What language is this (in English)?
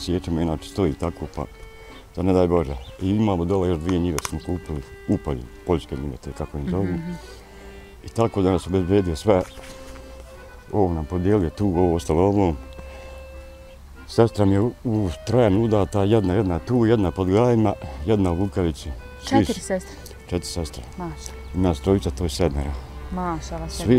Bosnian